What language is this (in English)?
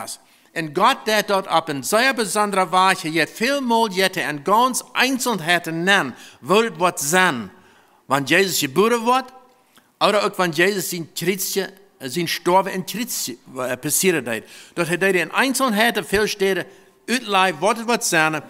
Plautdietsch